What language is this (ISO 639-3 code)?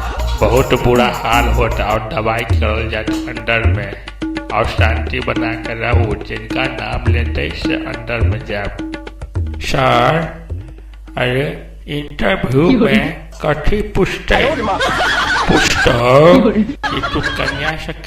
mai